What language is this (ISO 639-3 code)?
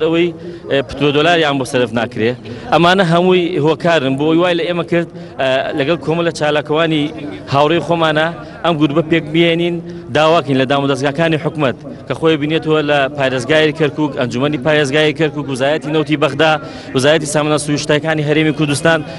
ckb